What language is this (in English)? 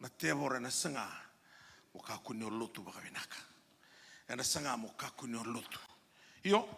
Fijian